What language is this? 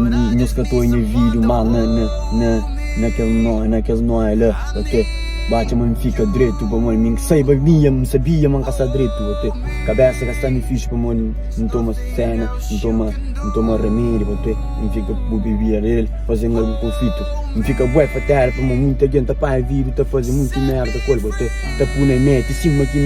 Kabuverdianu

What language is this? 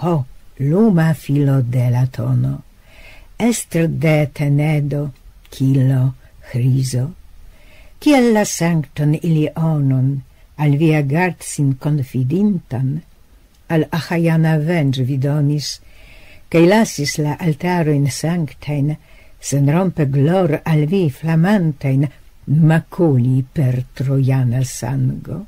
Esperanto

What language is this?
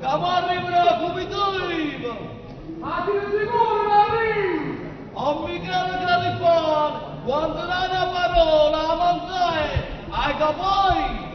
Neapolitan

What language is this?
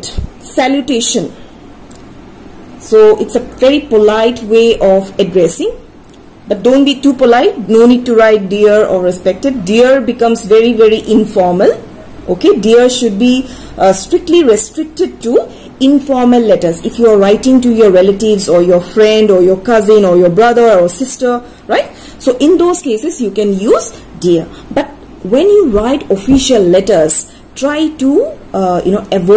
English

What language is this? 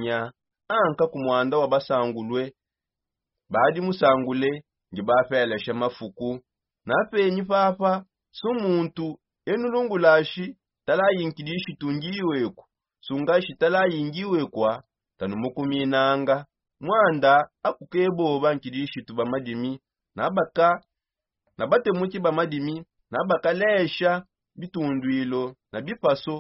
Songe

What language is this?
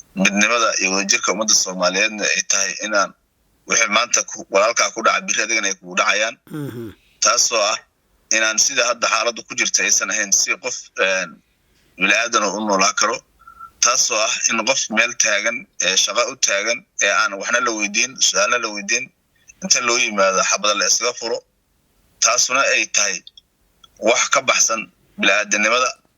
Somali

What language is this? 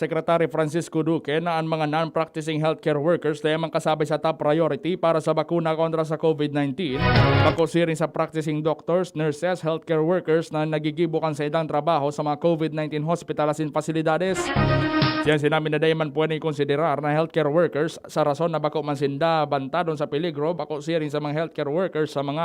Bikol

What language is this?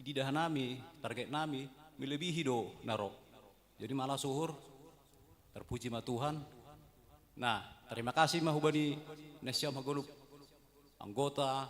Batak Simalungun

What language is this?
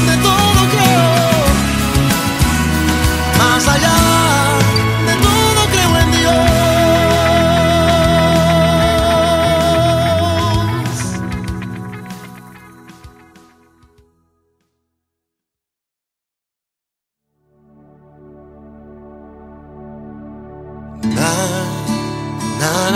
Spanish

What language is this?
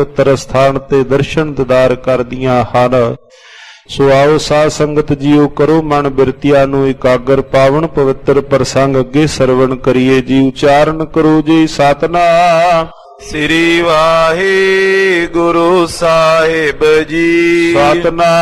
Punjabi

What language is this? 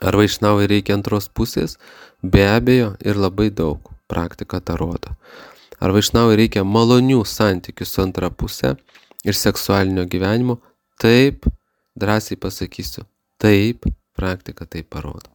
Lithuanian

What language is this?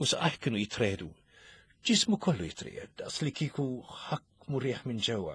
Maltese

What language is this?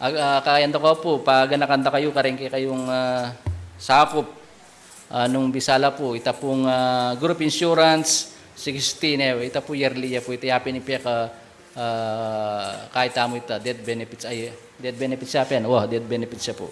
Pampanga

